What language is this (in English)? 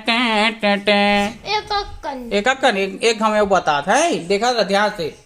Chhattisgarhi